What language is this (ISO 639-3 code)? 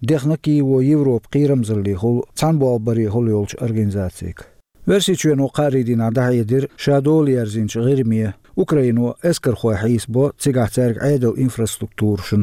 che